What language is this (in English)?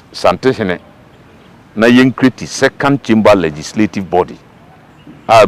Akan